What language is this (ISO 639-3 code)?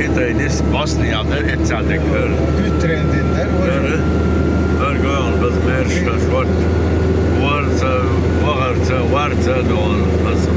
che